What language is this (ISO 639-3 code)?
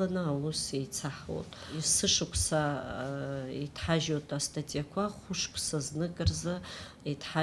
abk